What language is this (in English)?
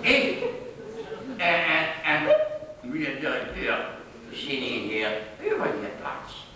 Limburgish